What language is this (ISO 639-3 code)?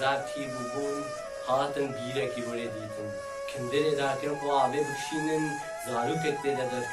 kur